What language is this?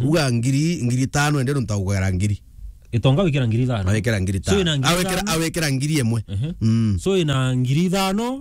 Meru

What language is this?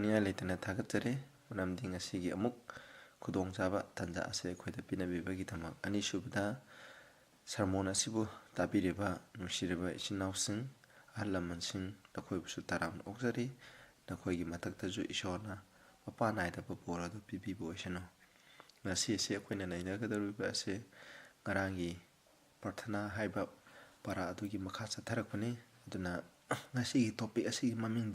Manipuri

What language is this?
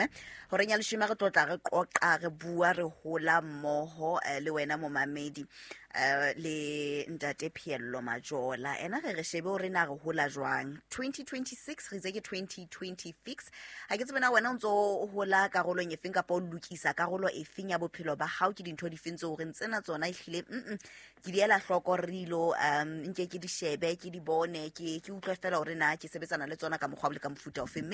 Southern Sotho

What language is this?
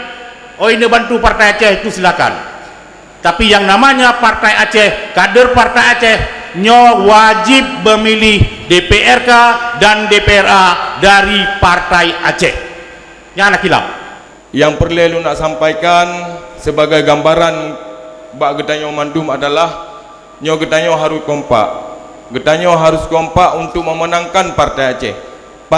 Achinese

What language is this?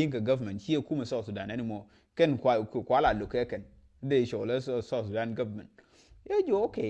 Nuer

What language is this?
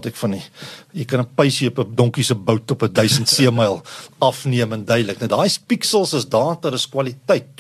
Afrikaans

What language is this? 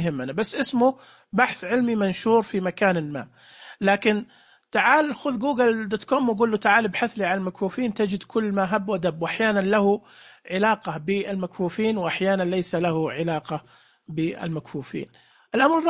Najdi Arabic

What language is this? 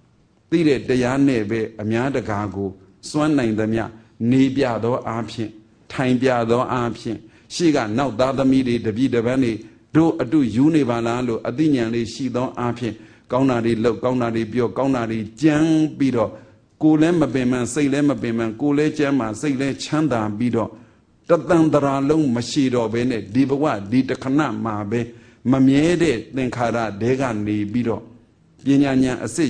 Burmese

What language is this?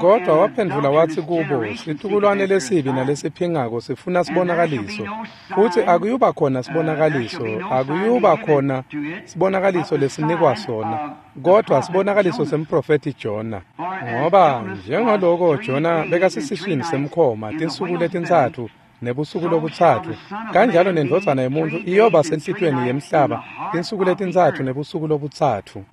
Swati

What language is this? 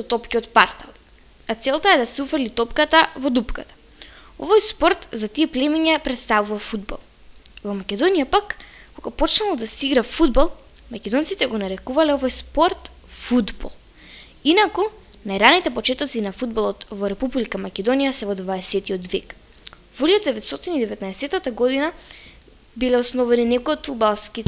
Macedonian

